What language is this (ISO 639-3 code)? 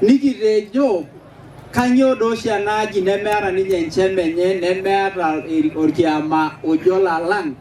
mas